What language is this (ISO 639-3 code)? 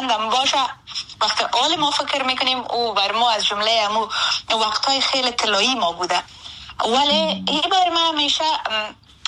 fas